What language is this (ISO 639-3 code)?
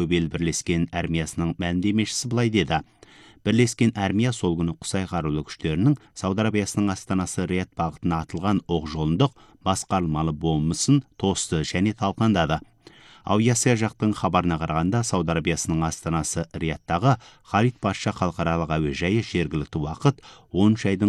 kaz